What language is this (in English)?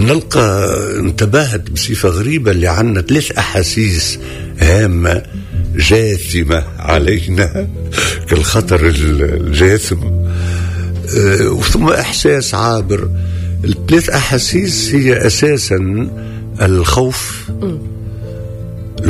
Tunisian Arabic